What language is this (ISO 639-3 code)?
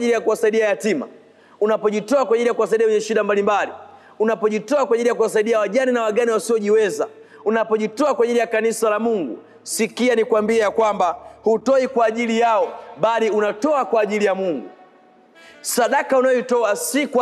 swa